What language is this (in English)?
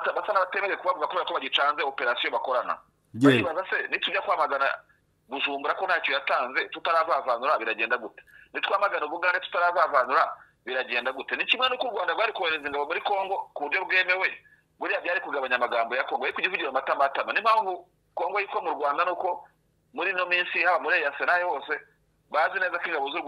Kinyarwanda